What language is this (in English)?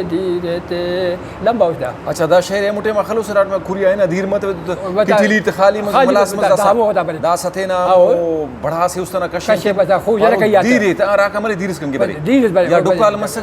Brahui